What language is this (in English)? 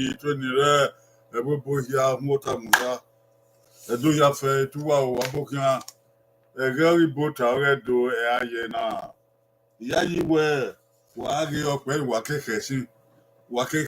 Bini